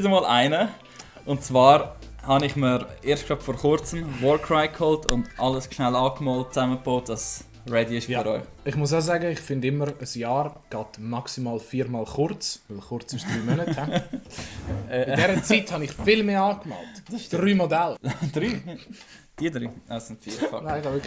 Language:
Swiss German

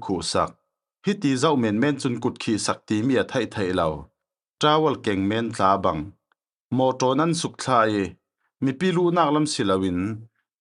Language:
Falam Chin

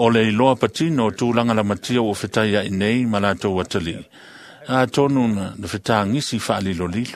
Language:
Samoan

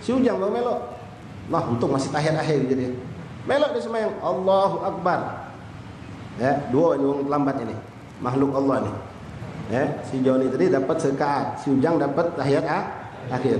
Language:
Musi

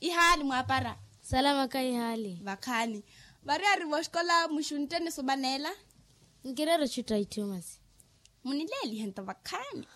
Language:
Makhuwa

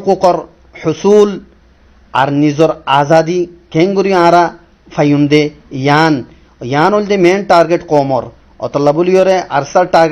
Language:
Rohingya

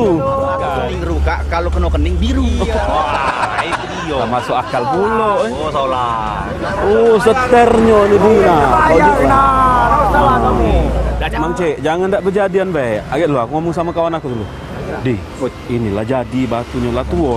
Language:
Musi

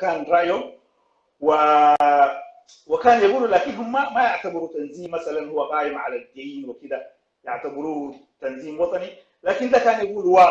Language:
Sudanese Arabic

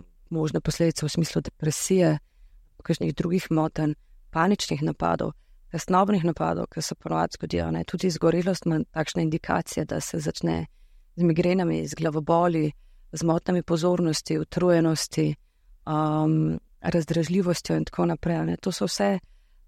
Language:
Slovenian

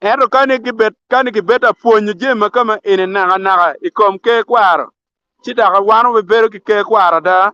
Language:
Acoli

